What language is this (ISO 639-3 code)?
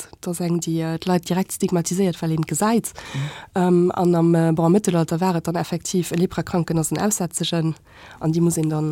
ltz